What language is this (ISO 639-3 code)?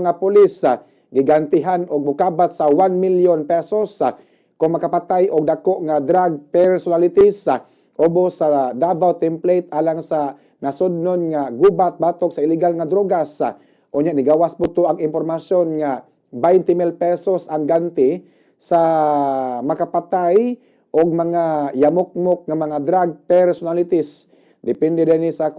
ceb